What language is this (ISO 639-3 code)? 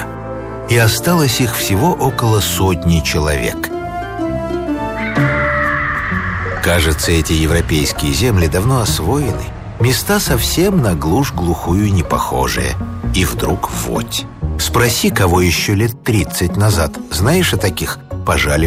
rus